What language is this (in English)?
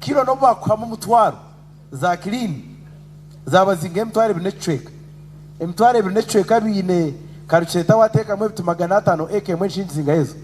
Nyankole